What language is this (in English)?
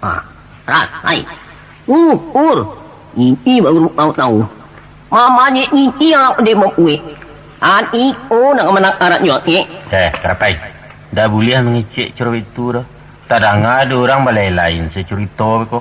Minangkabau